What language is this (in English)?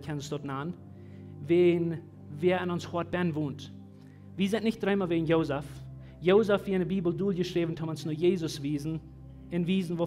Plautdietsch